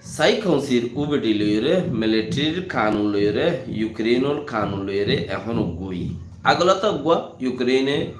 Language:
Rohingya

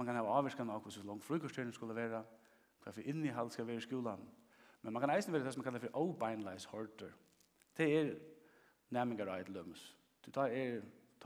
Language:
Faroese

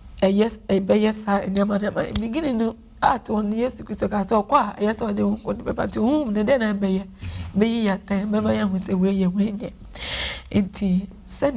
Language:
Akan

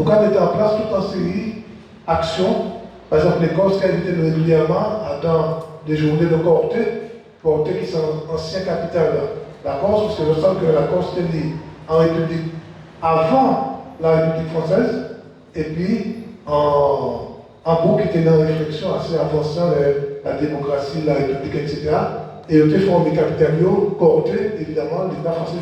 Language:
Guadeloupean Creole French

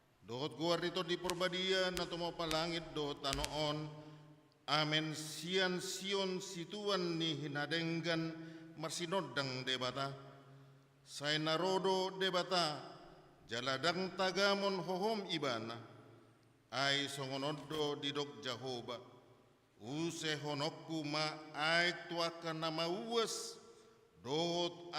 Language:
Batak Toba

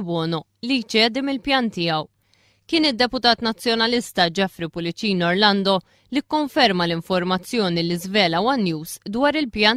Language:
Maltese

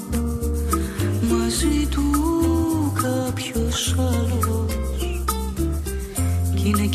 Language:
Greek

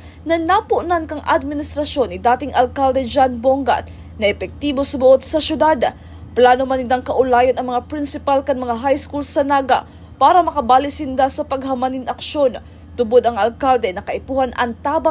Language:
Bikol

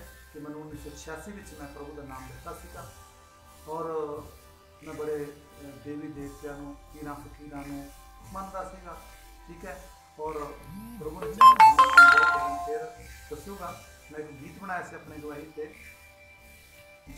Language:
Punjabi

